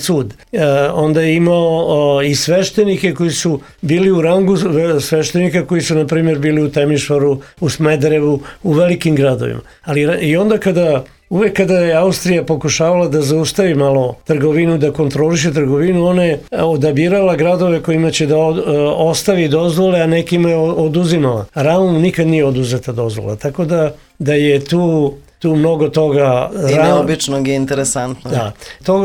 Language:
Serbian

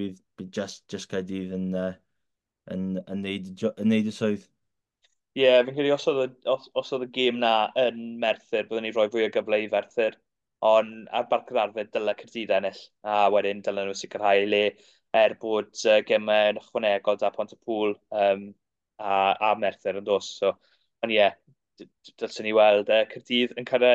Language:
Welsh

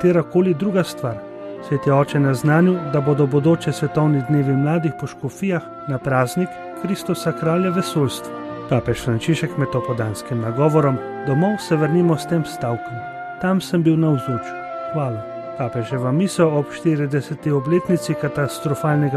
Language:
Slovenian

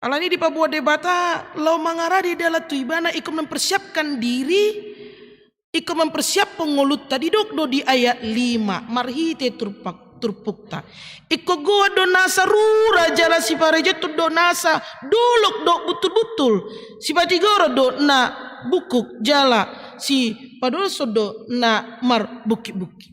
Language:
Batak Toba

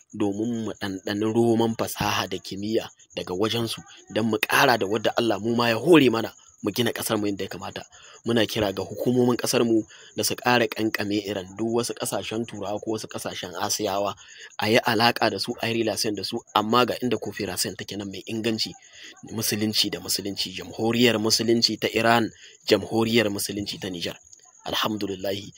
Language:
Hausa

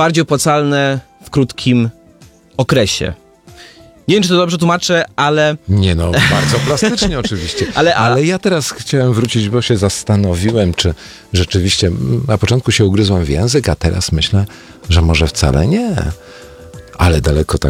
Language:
Polish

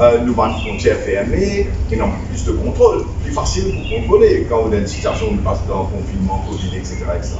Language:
Morisyen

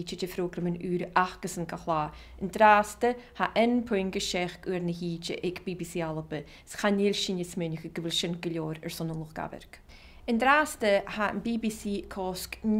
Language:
Scottish Gaelic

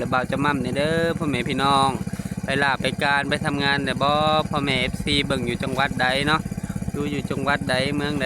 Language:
Lao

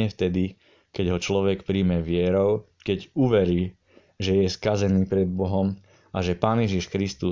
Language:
Slovak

